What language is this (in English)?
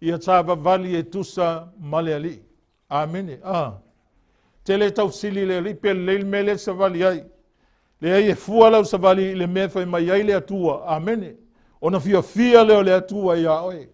Samoan